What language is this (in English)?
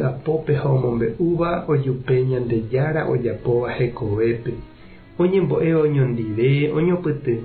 Guarani